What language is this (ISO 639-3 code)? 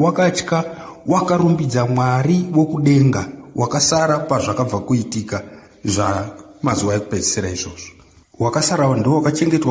sna